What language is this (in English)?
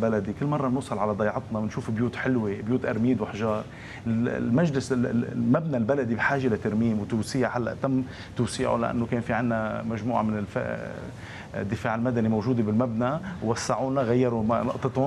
North Levantine Arabic